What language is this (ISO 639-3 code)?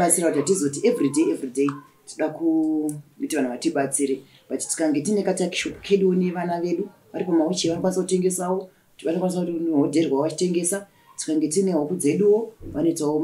sna